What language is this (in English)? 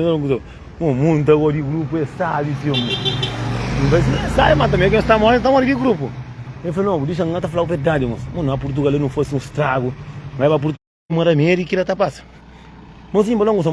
Kabuverdianu